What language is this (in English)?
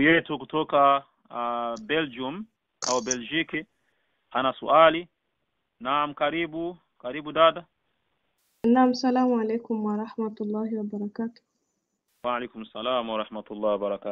Swahili